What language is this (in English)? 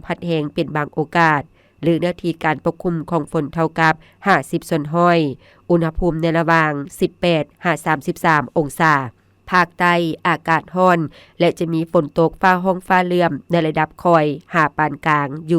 Lao